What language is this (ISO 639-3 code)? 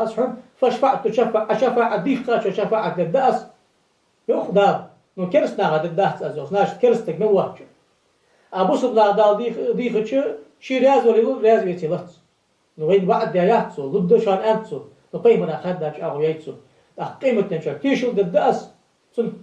inh